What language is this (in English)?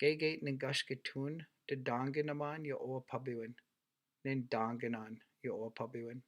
Chippewa